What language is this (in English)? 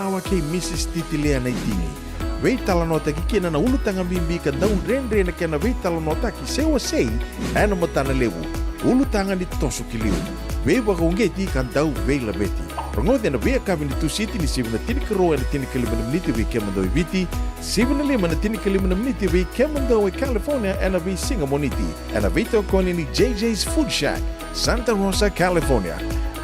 Fijian